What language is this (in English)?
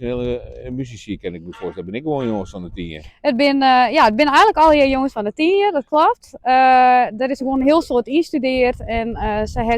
Western Frisian